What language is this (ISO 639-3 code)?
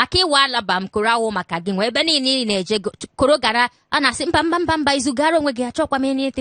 ibo